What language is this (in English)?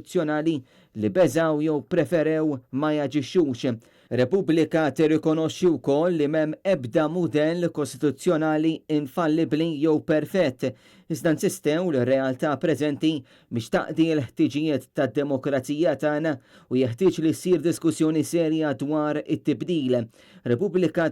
Maltese